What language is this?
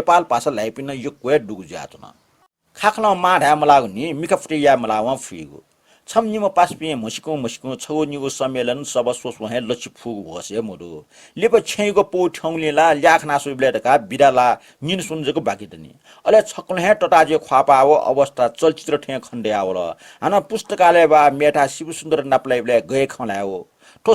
Newari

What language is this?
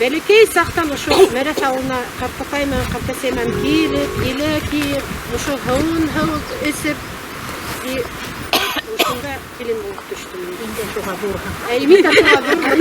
Bashkir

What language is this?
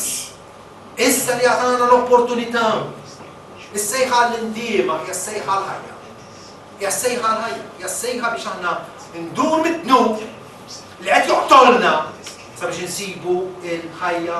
Maltese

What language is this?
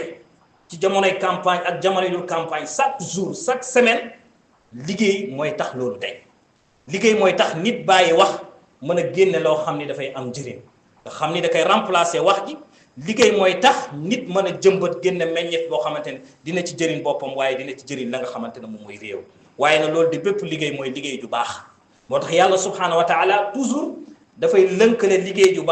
Wolof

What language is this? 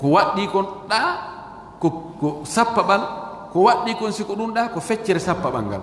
Fula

